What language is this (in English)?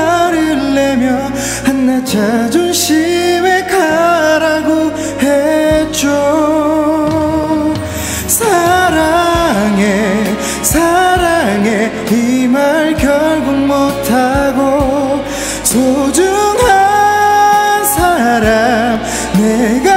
Korean